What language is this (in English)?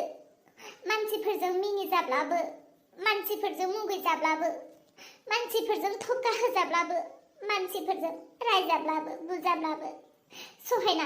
Bodo